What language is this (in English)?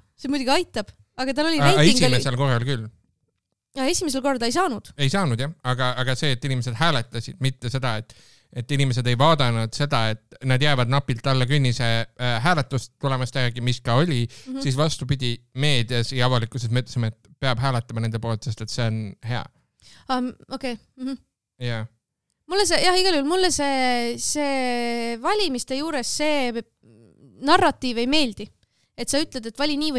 Estonian